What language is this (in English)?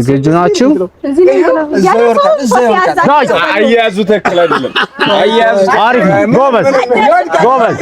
Amharic